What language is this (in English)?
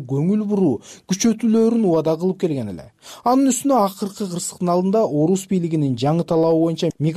Kyrgyz